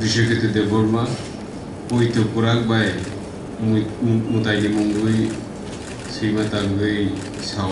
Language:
Kok Borok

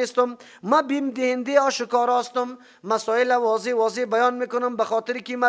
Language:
Persian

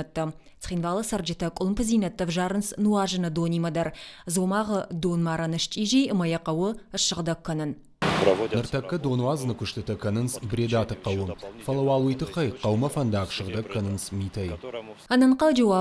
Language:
Ossetic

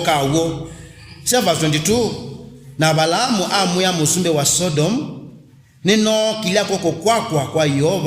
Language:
Kamba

